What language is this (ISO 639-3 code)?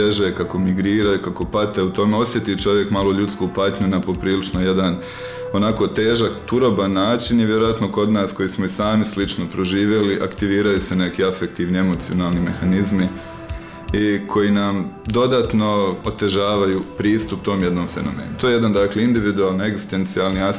hrv